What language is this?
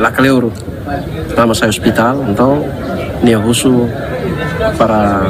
Tetum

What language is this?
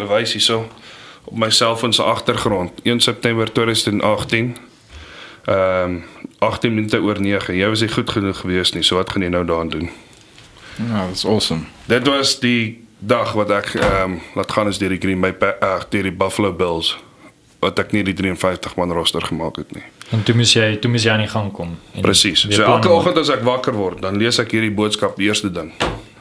Afrikaans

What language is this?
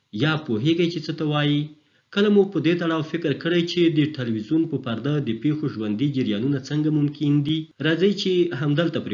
Pashto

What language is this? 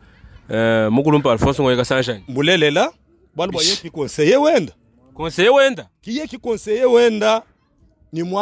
Luba-Lulua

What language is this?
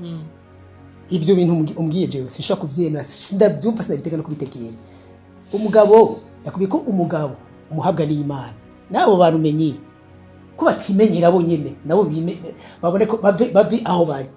Rundi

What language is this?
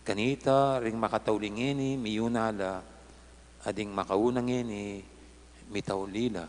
Pampanga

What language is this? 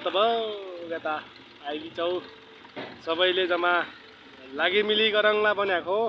Nepali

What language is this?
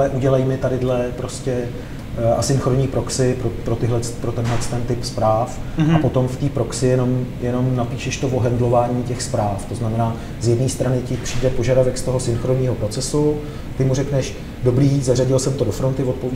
Czech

